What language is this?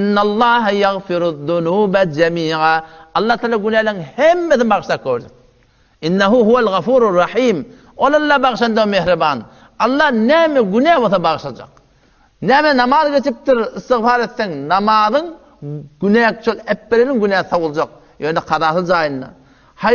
Turkmen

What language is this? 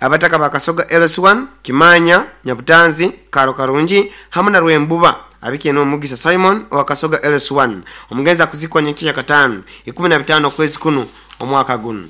Nyoro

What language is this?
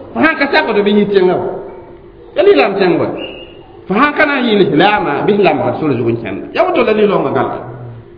Mossi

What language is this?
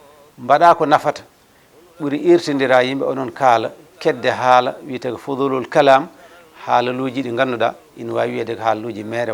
Fula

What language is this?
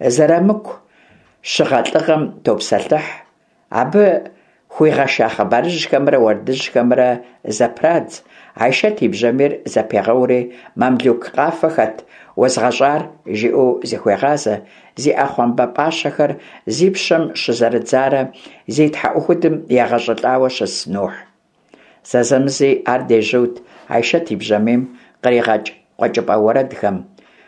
Kabardian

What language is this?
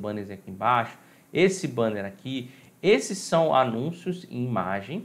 Portuguese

